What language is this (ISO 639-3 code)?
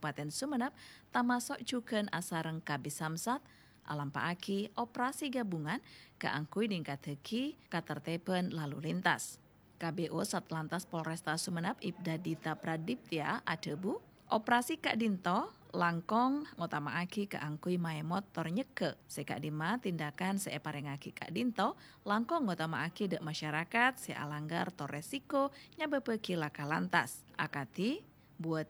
mad